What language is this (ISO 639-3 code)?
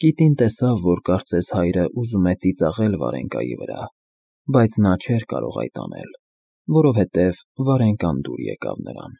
hye